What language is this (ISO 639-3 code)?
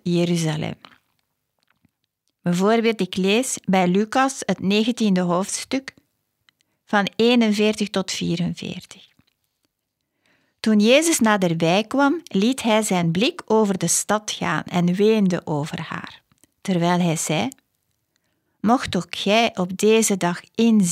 nld